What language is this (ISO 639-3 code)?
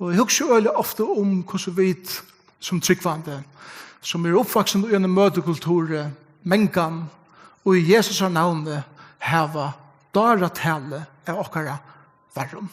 fao